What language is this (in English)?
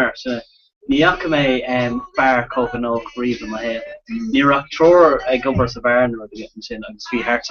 Irish